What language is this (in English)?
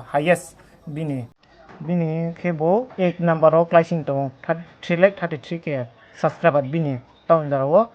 Riang (India)